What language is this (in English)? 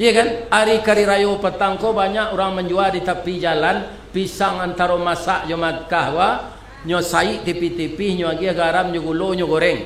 Minangkabau